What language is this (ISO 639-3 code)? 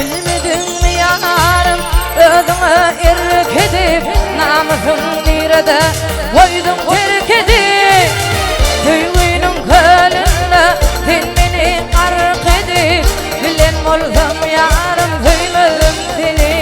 tuk